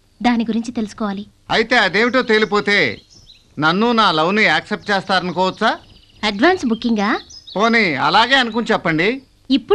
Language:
Telugu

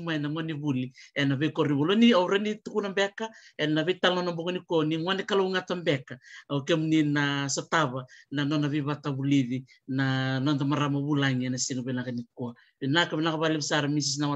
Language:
Fijian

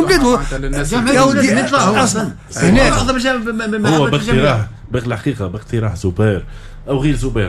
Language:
Tunisian Arabic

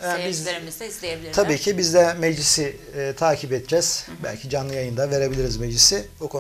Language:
Turkish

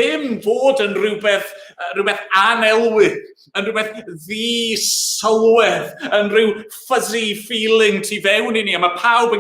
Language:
Welsh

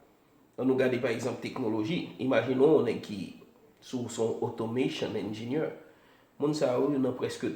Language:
Haitian Creole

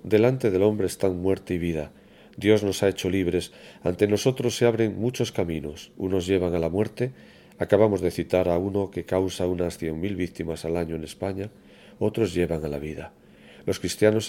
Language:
Spanish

